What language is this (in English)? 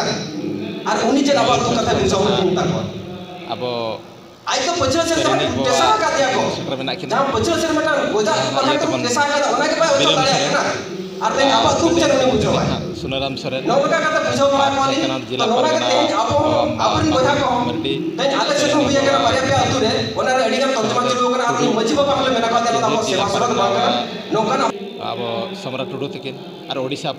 Santali